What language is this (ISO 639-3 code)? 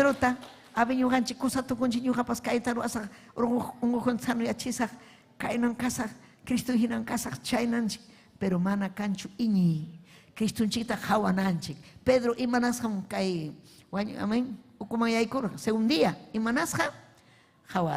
quy